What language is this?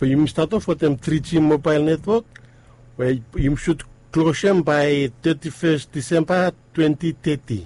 Bislama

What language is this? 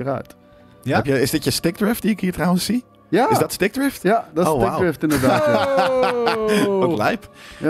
Dutch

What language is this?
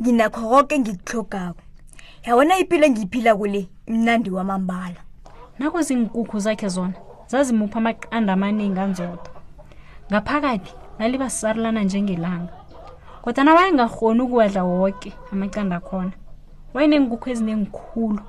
South Ndebele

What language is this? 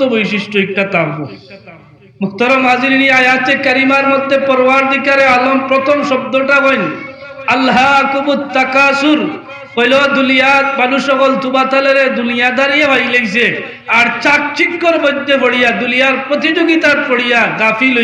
Sylheti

